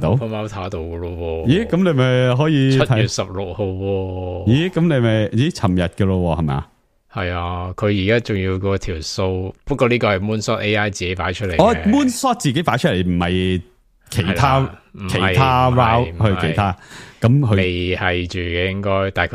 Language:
Cantonese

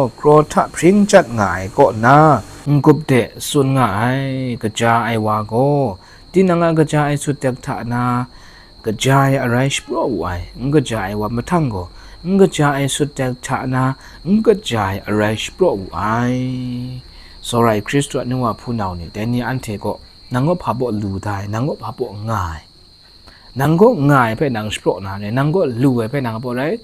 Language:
Kachin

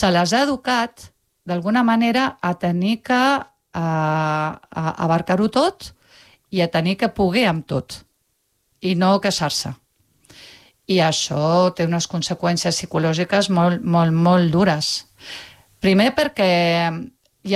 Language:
Catalan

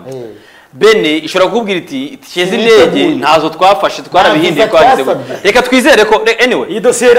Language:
Kinyarwanda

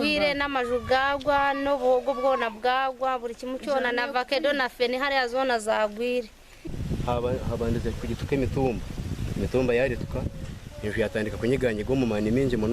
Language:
Nyankole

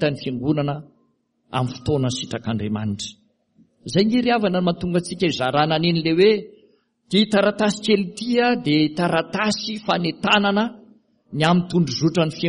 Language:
Malagasy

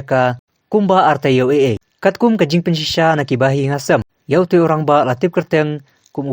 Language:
Khasi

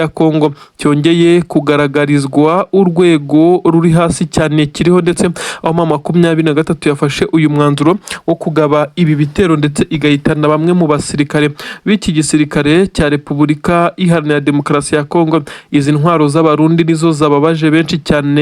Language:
Kinyarwanda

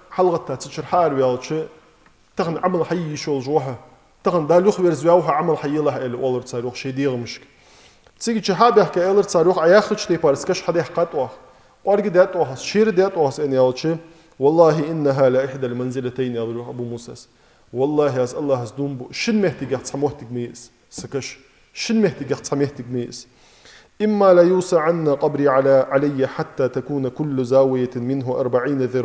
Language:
Ingush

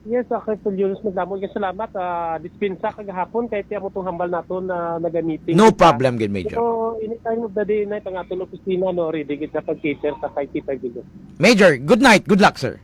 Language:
Hiligaynon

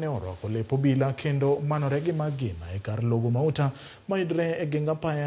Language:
Luo (Kenya and Tanzania)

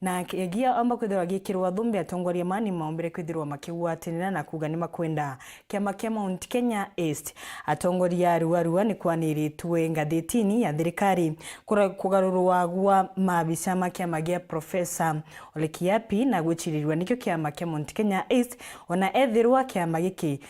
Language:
Meru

